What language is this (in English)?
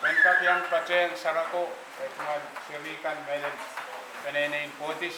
Pohnpeian